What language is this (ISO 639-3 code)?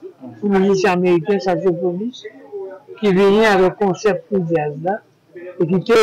hat